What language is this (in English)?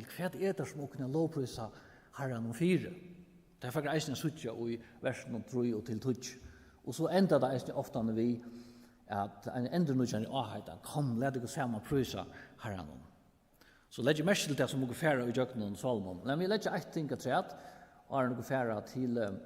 Faroese